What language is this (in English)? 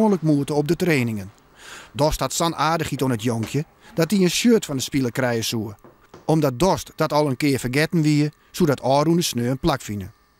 Western Frisian